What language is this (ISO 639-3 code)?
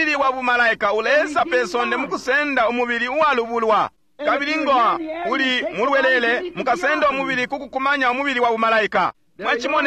bem